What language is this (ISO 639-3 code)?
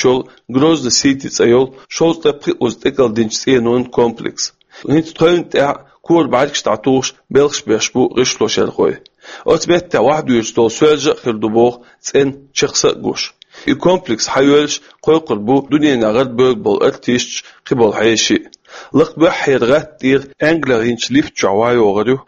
che